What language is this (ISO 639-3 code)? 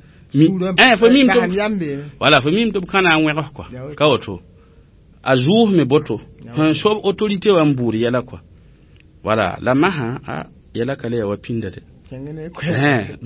mos